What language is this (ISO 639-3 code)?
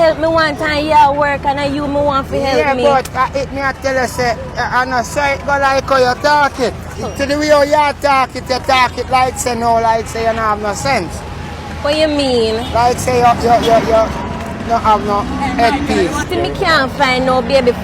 jam